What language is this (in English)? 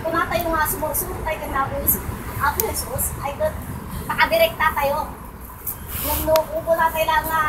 Iloko